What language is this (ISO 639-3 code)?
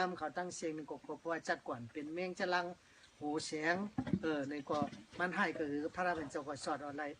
shn